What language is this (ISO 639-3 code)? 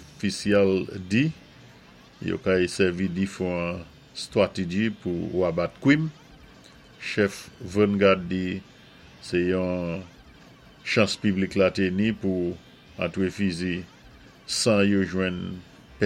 acf